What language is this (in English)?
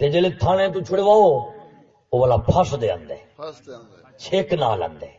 Saraiki